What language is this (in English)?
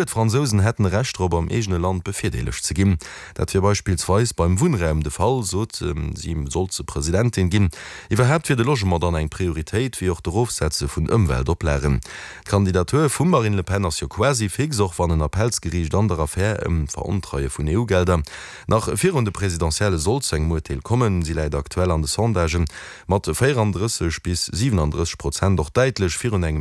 Luxembourgish